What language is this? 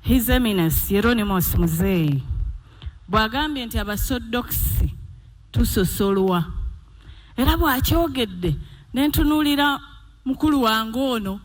Ganda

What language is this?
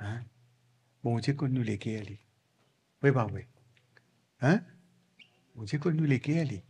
Morisyen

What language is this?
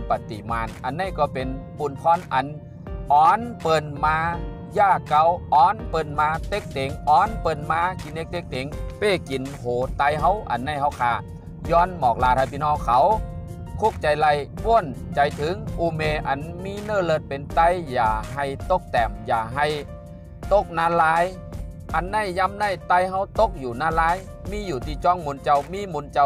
Shan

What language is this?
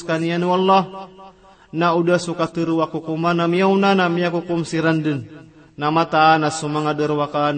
Maranao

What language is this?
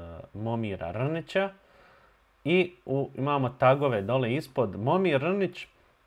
Bosnian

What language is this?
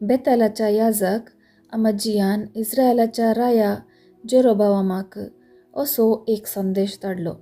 Konkani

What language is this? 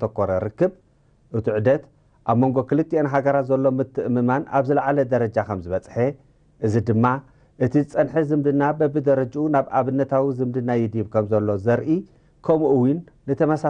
Tigrinya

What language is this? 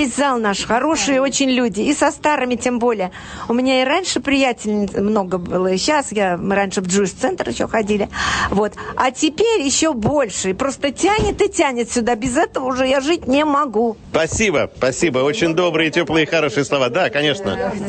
Russian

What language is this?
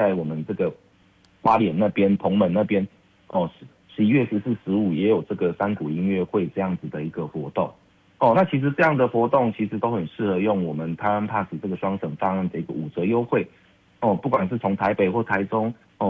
Chinese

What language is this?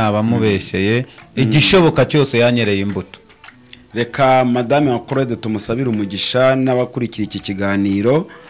Kinyarwanda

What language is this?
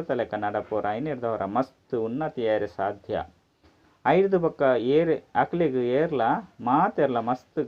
Tulu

